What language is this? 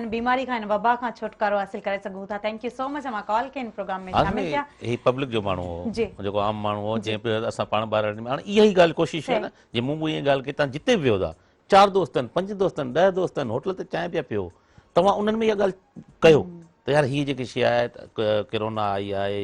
Sindhi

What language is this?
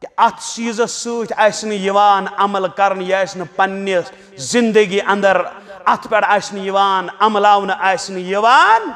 Kashmiri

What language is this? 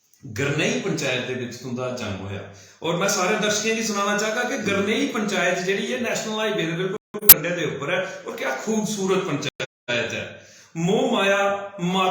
Dogri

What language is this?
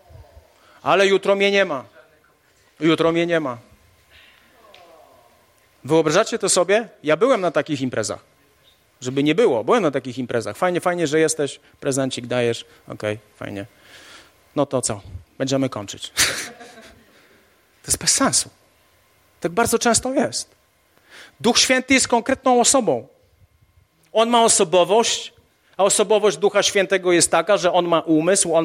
Polish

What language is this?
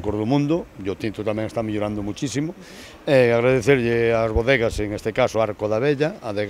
Galician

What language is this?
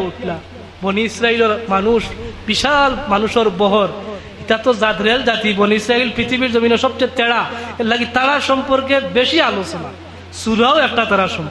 Sylheti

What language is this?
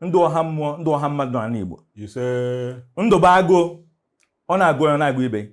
Igbo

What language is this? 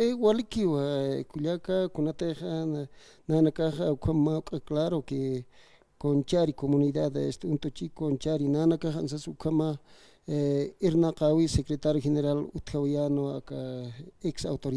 Aymara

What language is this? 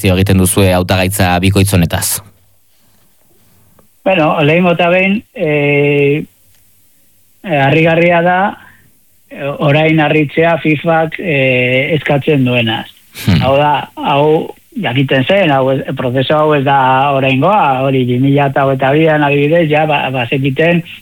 Basque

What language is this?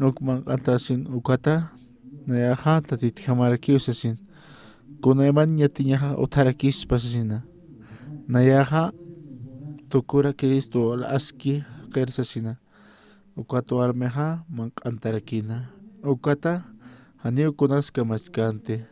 Aymara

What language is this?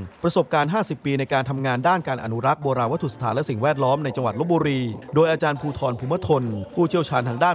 Thai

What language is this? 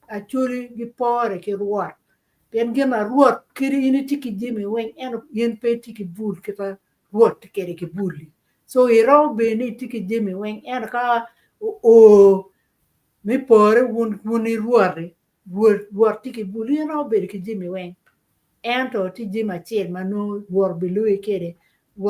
Acoli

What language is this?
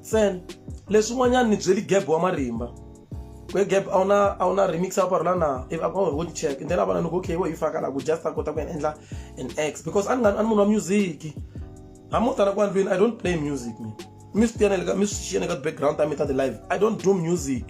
Tsonga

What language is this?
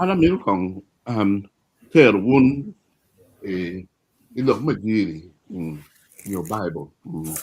Acoli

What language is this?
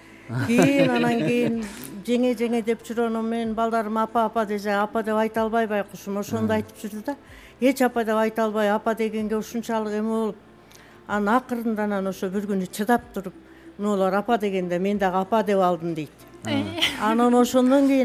Kyrgyz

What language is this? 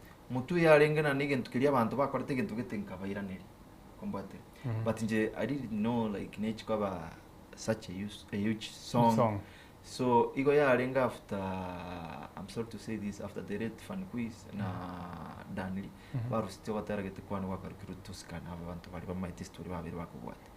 Gusii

